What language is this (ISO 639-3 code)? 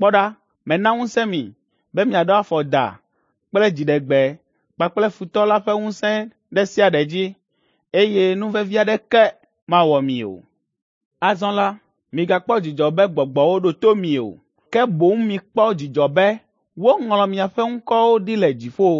ewe